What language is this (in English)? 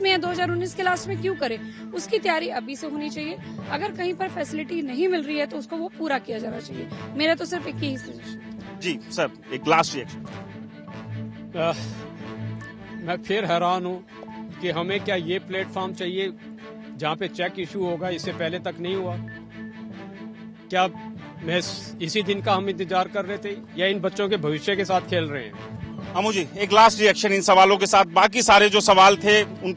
Hindi